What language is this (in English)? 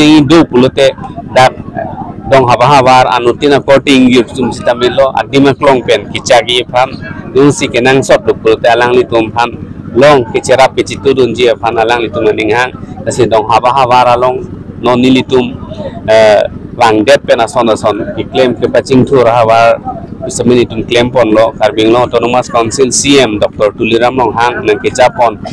Karbi